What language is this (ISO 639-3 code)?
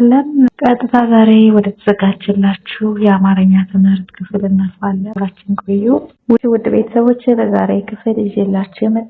amh